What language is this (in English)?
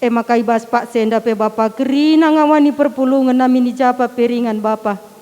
Batak Karo